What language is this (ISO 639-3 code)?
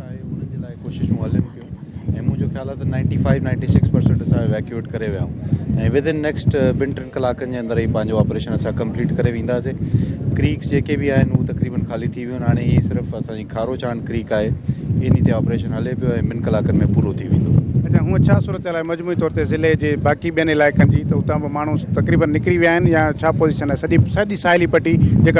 snd